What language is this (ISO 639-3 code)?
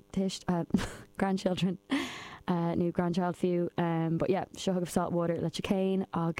gle